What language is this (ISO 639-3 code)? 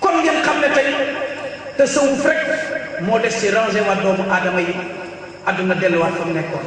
wol